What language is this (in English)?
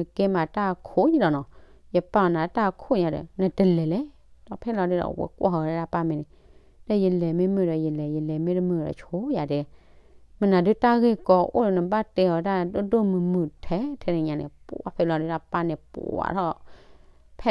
S'gaw Karen